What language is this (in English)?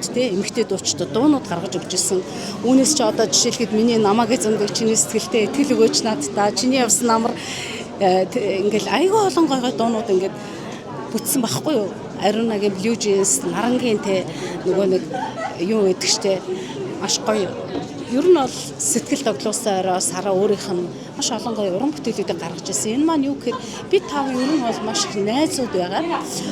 Mongolian